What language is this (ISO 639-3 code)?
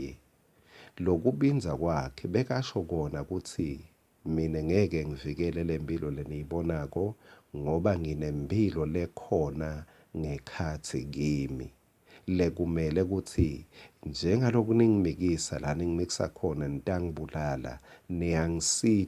ssw